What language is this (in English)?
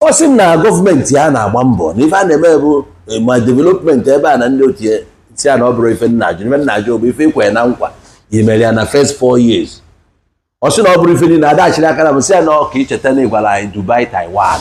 Igbo